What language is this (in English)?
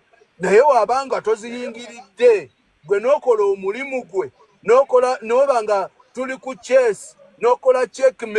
Ganda